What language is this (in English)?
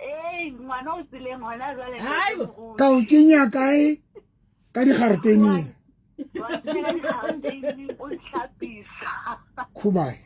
Southern Sotho